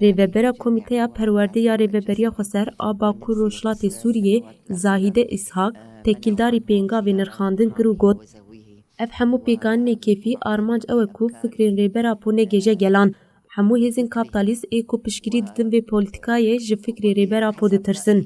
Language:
Kurdish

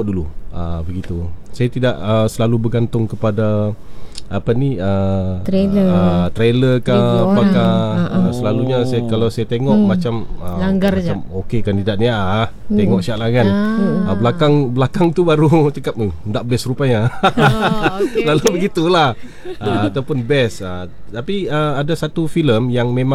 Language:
Malay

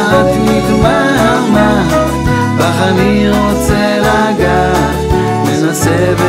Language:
Hebrew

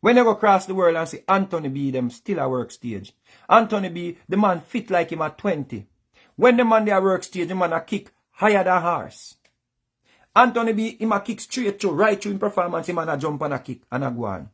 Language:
Jamaican Creole English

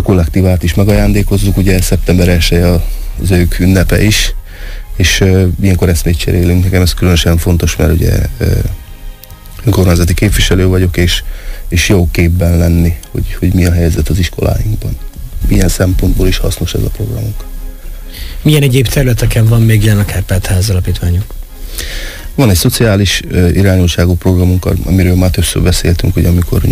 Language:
Hungarian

